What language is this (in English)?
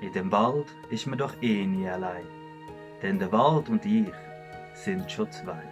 Swiss German